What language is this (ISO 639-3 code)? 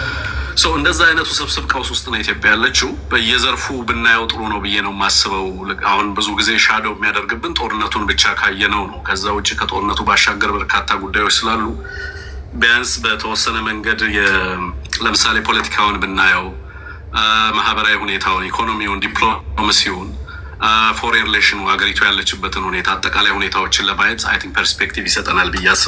amh